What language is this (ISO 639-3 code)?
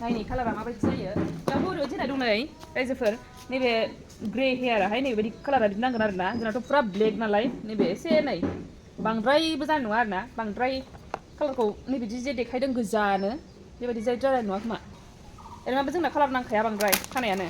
brx